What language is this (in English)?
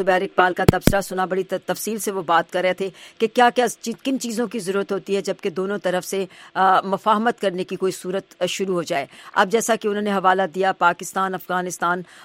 Urdu